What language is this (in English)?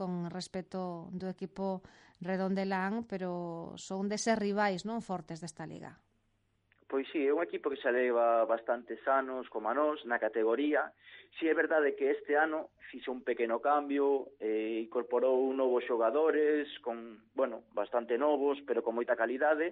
Galician